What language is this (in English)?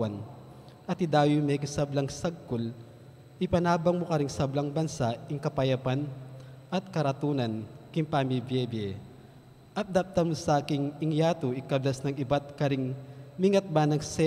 Pampanga